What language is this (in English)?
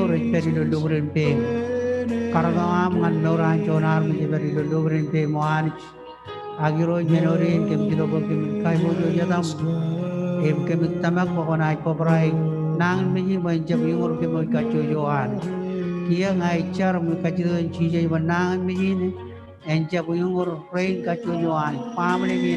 Marshallese